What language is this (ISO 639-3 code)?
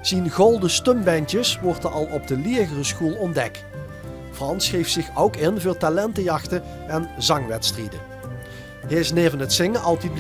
lim